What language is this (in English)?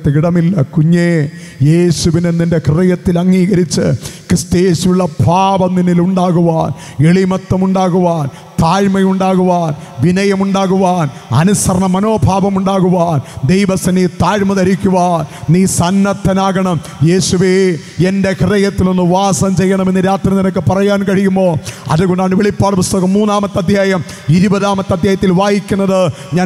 Malayalam